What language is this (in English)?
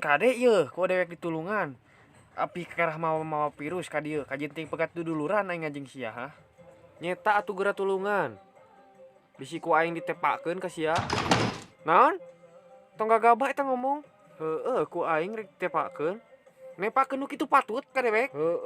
Sundanese